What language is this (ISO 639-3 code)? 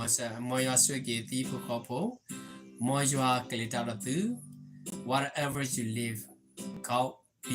ksw